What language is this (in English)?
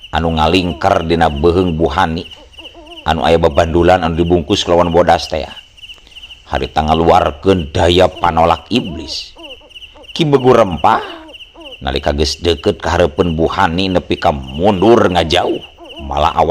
Sundanese